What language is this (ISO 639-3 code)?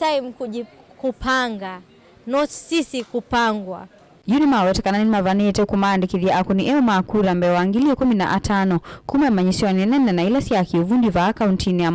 kam